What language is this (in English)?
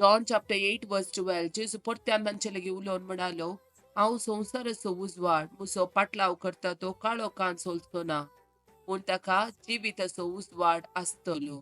Konkani